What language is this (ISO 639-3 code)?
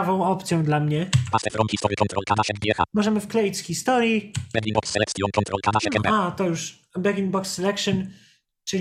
pol